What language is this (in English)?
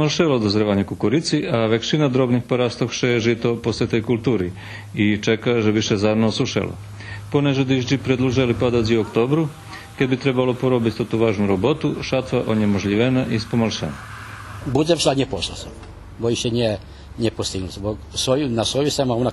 Rusyn